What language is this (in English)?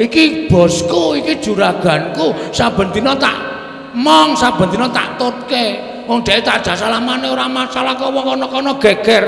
Javanese